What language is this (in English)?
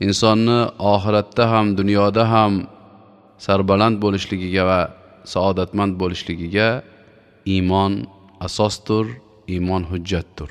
Uzbek